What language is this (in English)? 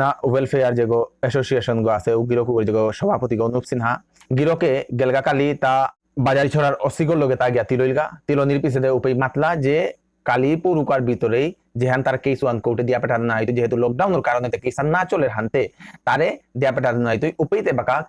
Bishnupriya